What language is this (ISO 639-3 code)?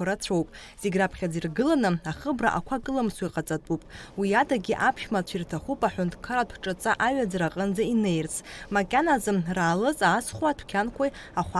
abk